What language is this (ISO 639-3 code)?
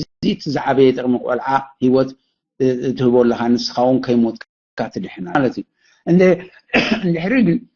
tir